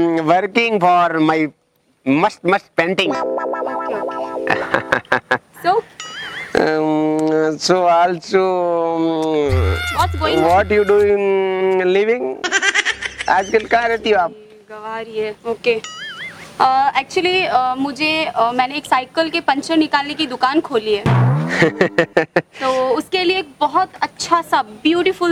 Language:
Hindi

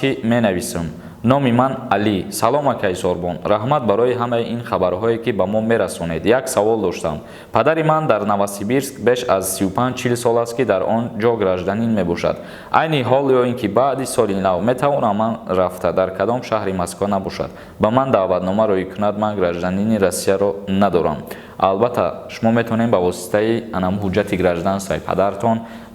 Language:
Tajik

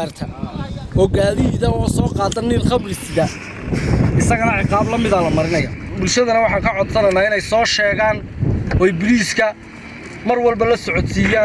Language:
Somali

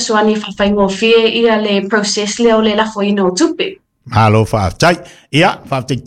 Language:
Samoan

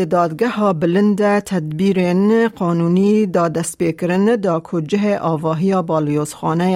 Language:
Kurdish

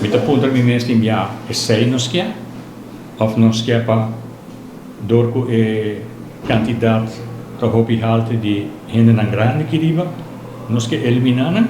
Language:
Papiamento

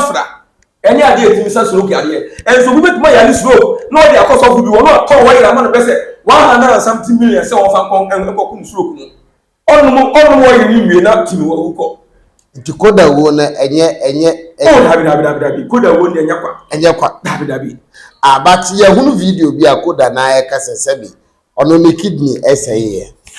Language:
Akan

